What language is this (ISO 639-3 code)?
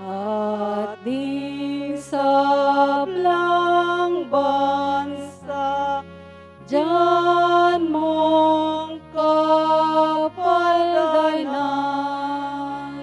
pam